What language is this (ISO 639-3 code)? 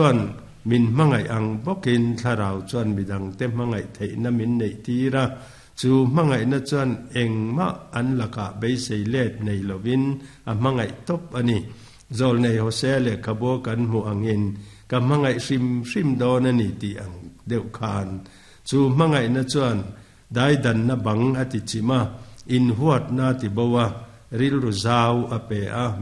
lus